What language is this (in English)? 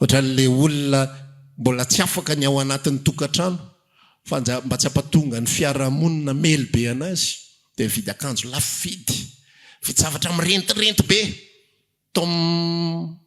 Malagasy